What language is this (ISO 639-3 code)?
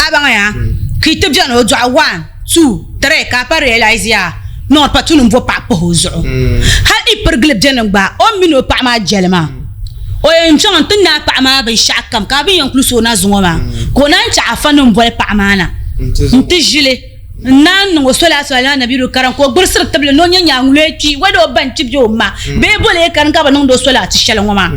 dag